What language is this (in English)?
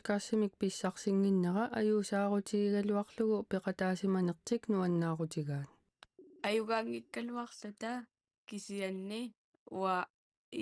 Kalaallisut